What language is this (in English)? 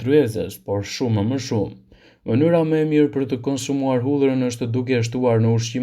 Albanian